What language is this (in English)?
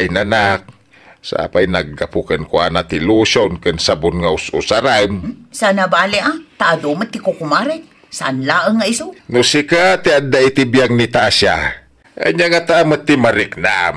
Iloko